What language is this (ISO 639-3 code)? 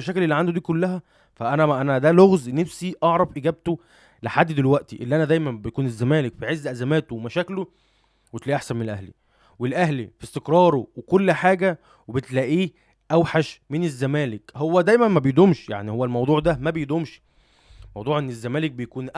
arz